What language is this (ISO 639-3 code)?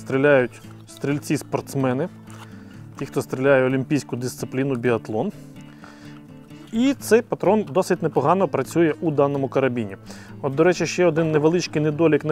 ukr